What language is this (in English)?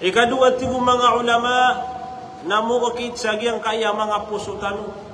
Maranao